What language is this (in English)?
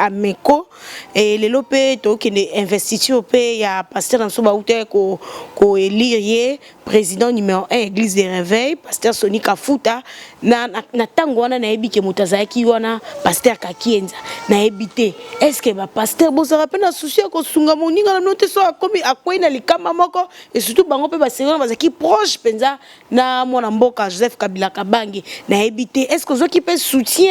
Lingala